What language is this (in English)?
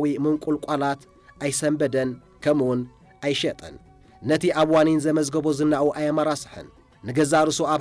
Tigrinya